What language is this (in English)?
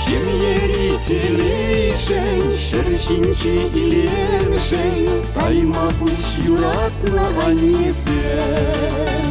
Chuvash